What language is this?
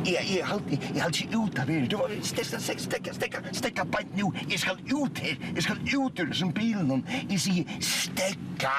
Faroese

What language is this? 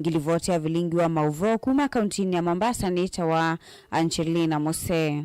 Kamba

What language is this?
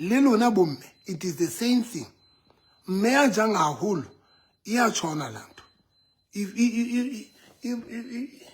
Southern Sotho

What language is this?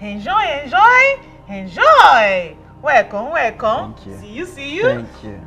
Nigerian Pidgin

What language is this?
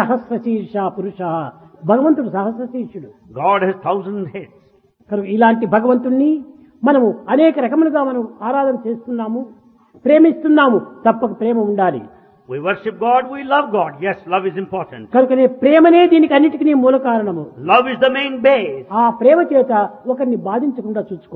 Telugu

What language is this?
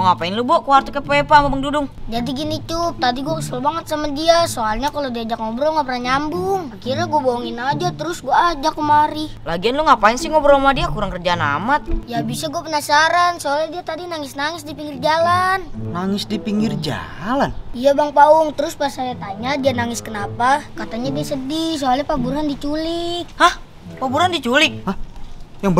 Betawi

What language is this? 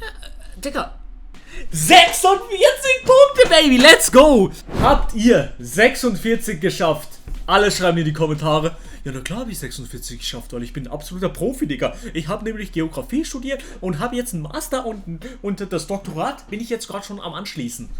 Swiss German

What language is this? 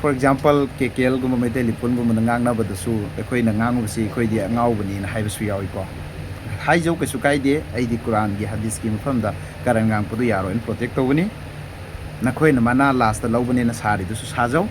Manipuri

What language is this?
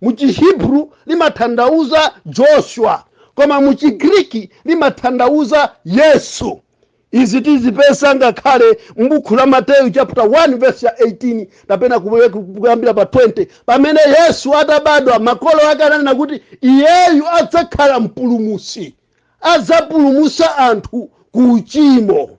Nyanja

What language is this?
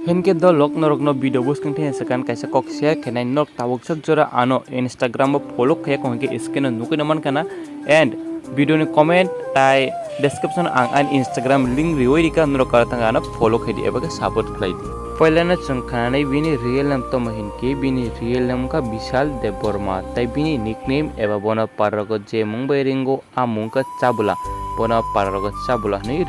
Kok Borok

